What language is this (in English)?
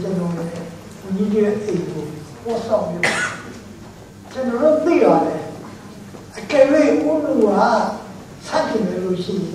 Burmese